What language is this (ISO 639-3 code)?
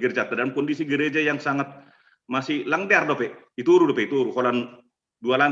bts